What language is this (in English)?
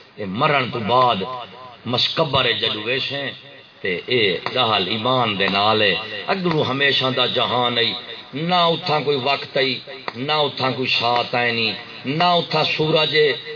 Saraiki